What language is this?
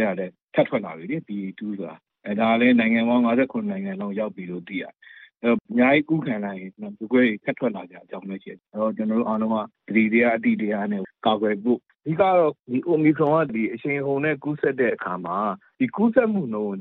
Burmese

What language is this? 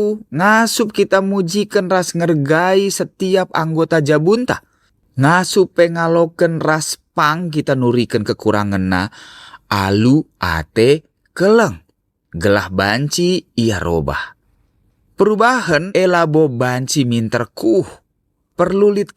Batak Karo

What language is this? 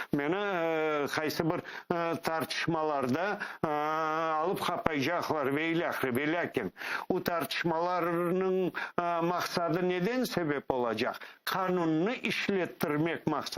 Crimean Tatar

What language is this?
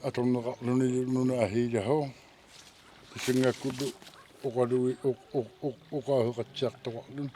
Kalaallisut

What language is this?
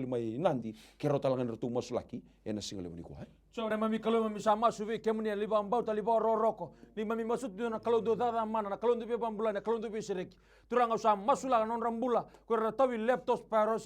Fijian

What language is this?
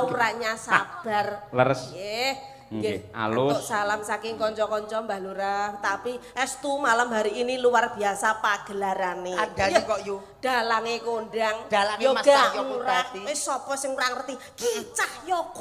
Javanese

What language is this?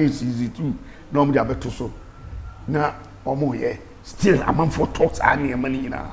Akan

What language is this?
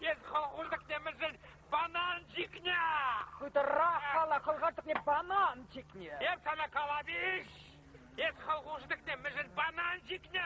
Chuvash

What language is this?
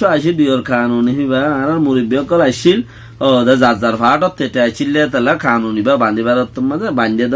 Rohingya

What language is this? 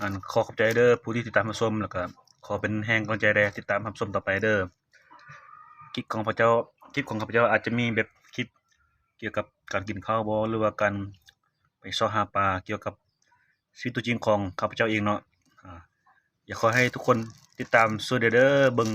Lao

